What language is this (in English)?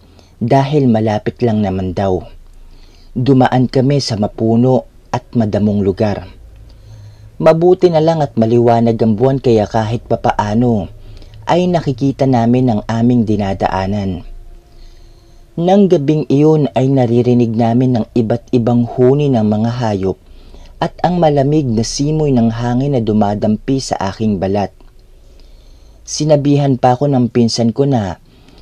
Filipino